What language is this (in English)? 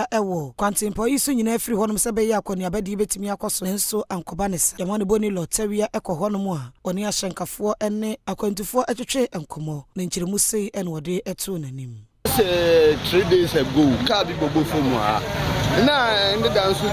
Akan